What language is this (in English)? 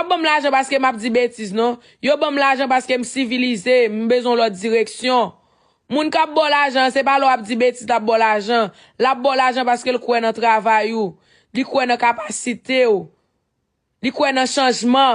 Haitian Creole